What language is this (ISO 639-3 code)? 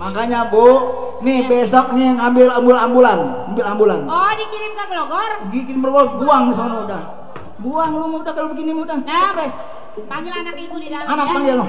bew